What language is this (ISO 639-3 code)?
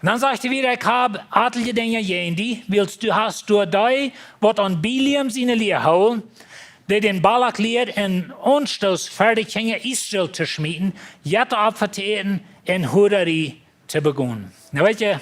pdt